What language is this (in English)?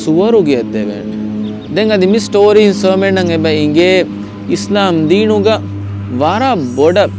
Divehi